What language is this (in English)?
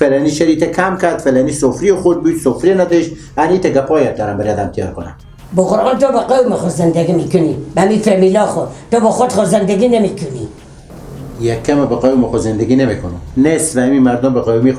Persian